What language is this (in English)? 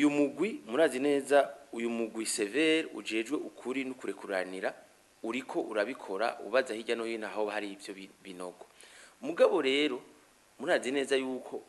Rundi